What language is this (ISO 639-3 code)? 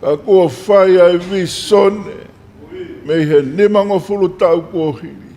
ton